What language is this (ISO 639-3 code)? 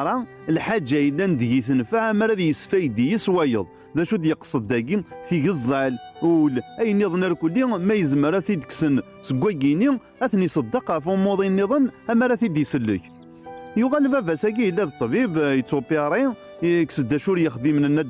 kab